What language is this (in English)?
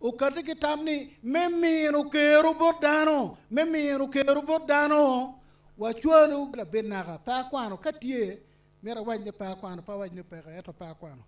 Acoli